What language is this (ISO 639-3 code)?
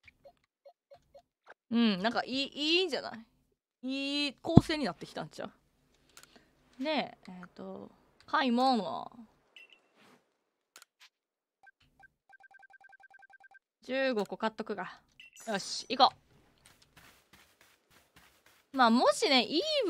jpn